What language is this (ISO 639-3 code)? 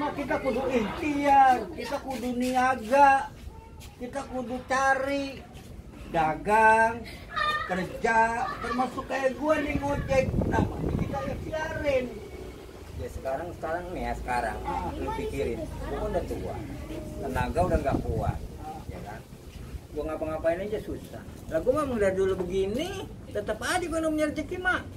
bew